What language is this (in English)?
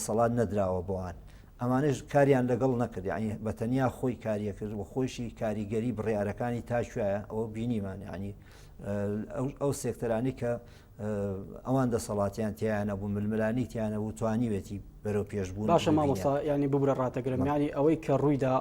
Central Kurdish